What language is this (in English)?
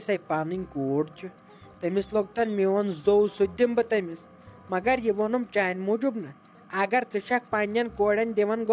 Kashmiri